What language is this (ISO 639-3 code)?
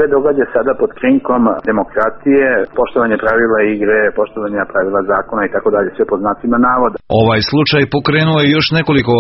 srp